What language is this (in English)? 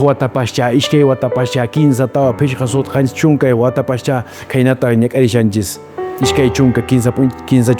Quechua